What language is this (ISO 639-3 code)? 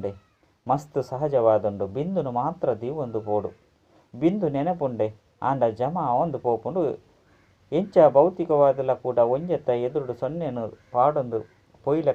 tcy